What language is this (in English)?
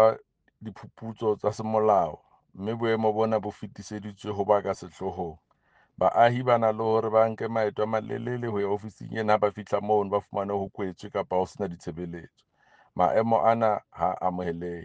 Southern Sotho